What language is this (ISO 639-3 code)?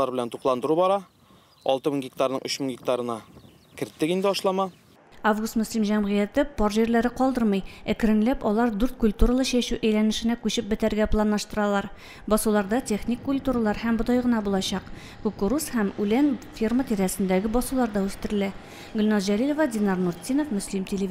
tat